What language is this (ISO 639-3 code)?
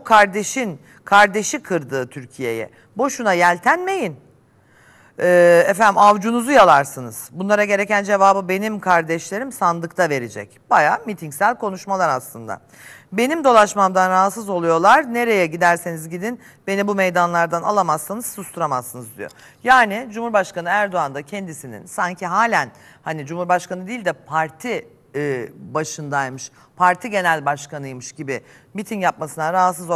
tur